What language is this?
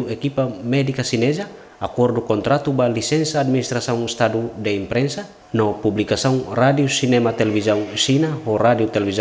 Tetum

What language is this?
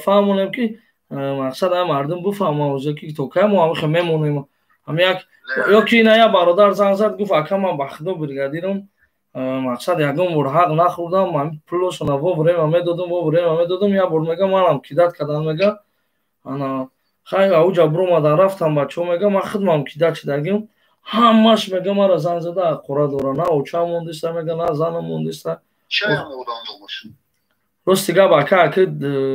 Tajik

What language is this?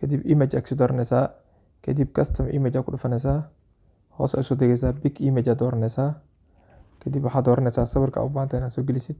Somali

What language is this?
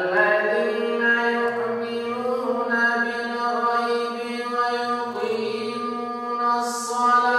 Bosnian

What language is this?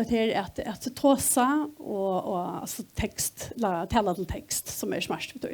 Faroese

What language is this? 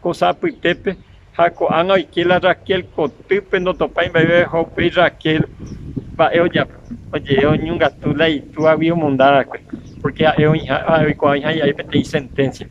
Guarani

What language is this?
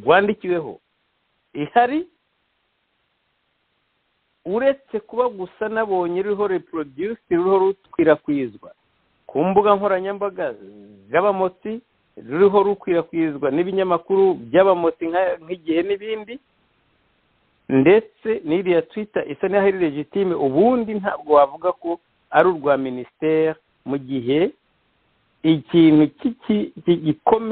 Kinyarwanda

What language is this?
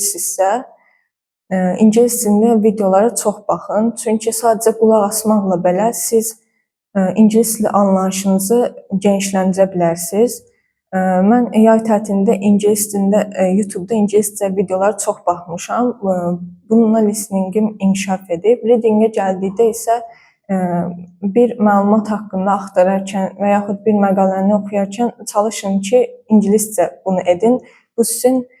Azerbaijani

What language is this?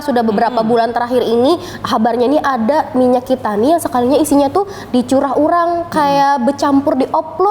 Banjar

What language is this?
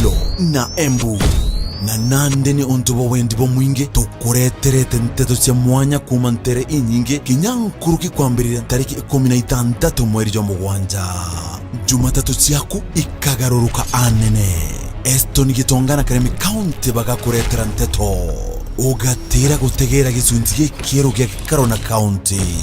Meru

